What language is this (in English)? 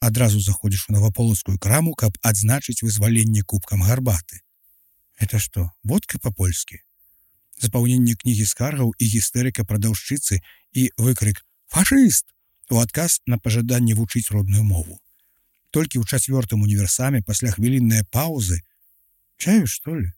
Belarusian